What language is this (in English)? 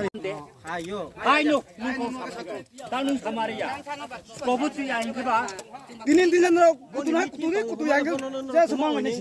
Riang (India)